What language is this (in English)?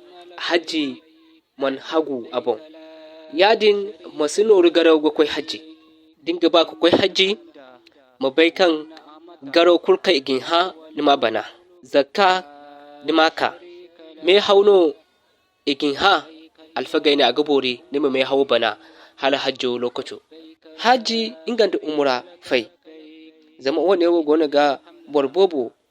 Zarma